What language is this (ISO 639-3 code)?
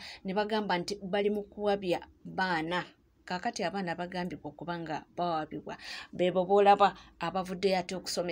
lug